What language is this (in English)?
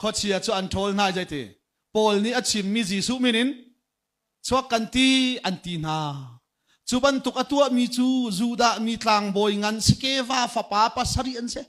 Hakha Chin